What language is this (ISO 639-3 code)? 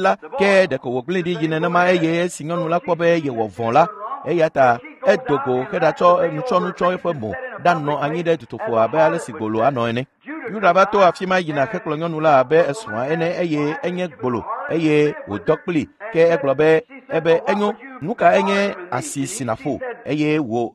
ewe